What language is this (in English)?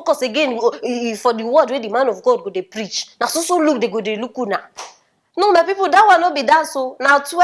Nigerian Pidgin